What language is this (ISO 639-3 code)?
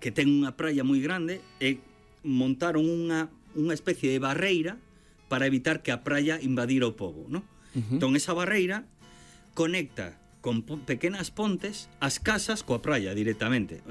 glg